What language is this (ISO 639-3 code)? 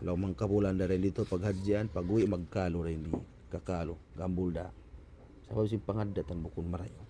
tsg